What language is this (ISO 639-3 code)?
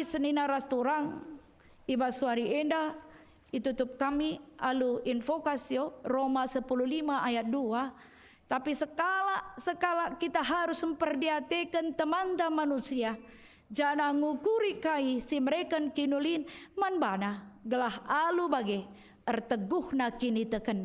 btx